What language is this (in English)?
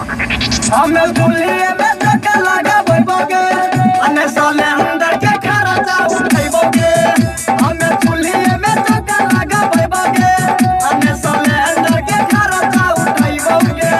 Maithili